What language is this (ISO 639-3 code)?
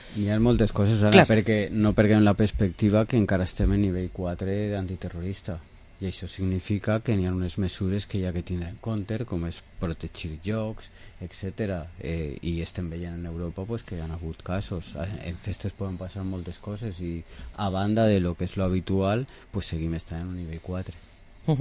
cat